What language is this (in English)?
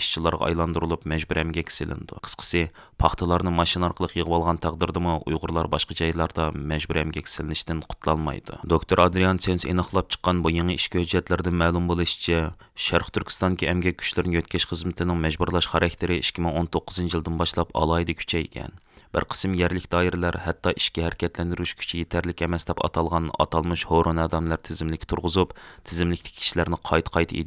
Uyghur